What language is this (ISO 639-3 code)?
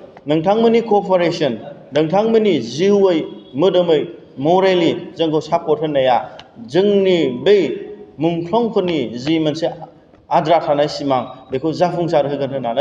brx